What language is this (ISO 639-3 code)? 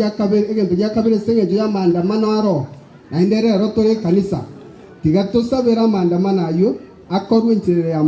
guz